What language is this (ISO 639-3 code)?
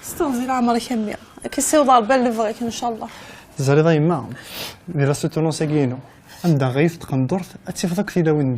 kab